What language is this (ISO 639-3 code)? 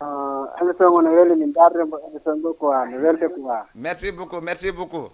ful